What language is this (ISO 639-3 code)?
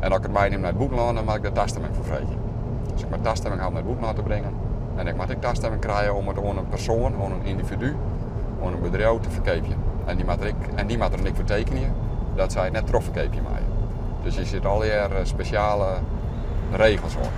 fry